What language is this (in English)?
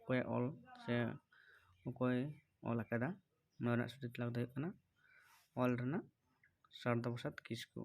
Santali